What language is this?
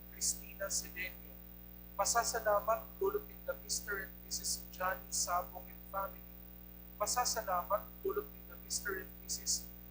Bikol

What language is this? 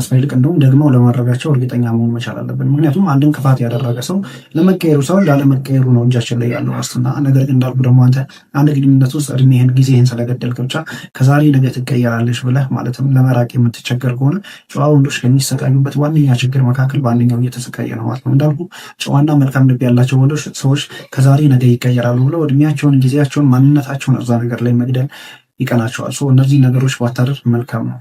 Amharic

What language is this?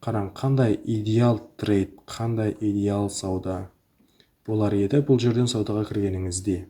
Kara-Kalpak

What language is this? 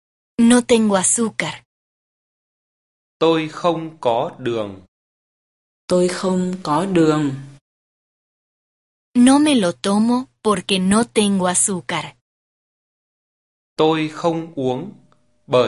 Vietnamese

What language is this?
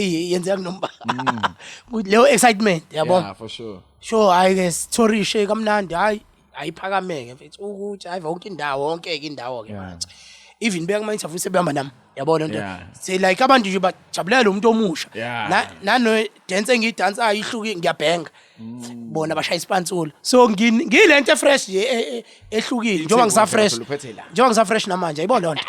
Zulu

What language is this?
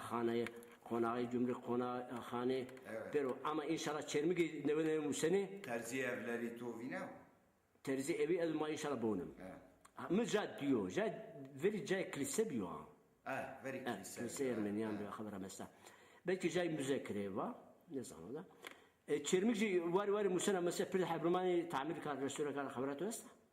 Zaza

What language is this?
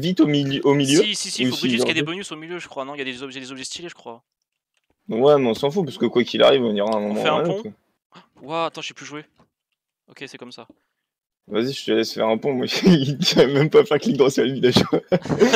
French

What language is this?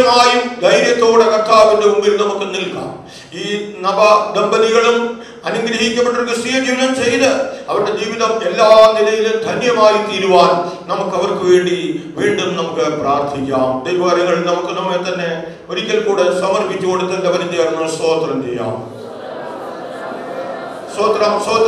Malayalam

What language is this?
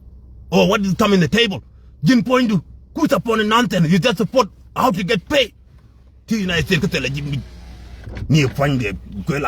Nuer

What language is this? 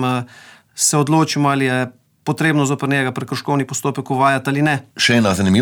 Slovenian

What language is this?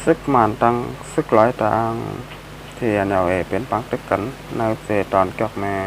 Shan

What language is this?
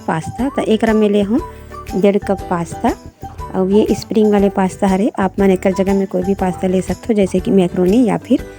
Chhattisgarhi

